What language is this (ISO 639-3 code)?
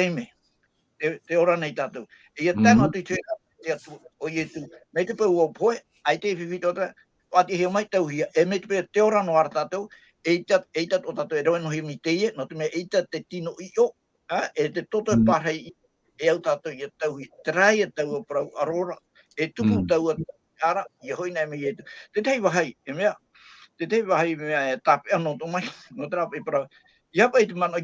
tah